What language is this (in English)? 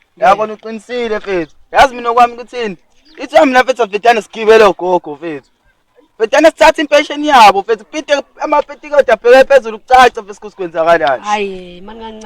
Zulu